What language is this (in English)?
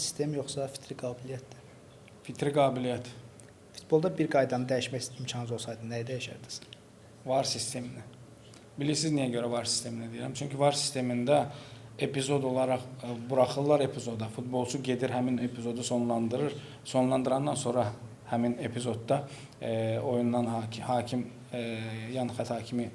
Azerbaijani